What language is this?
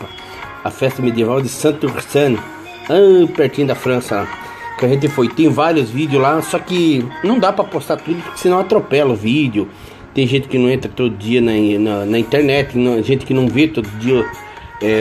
Portuguese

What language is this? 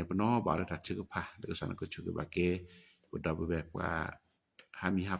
S'gaw Karen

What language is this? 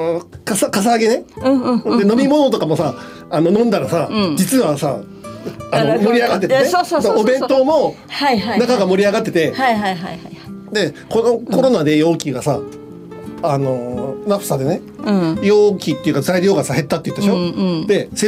Japanese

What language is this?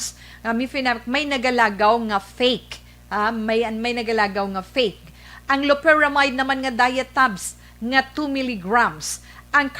Hiligaynon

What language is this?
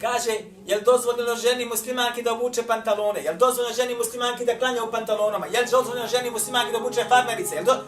Bosnian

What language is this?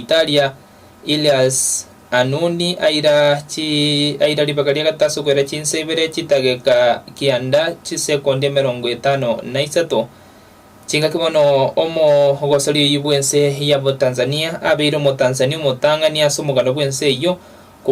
Gusii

